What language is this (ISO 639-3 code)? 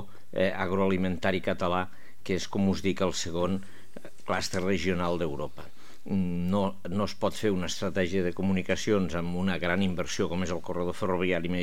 cat